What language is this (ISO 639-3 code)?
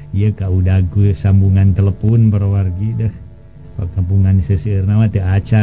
sun